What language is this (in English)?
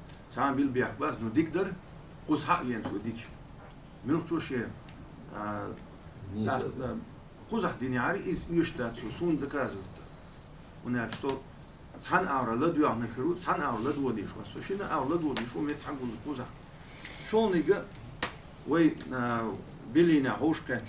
Chechen